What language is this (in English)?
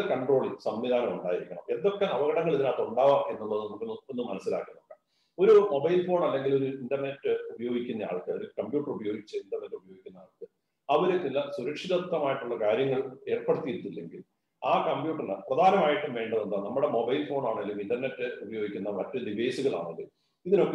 Malayalam